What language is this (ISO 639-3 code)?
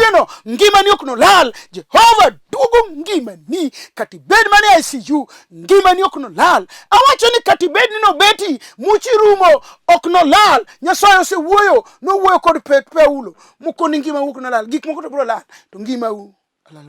luo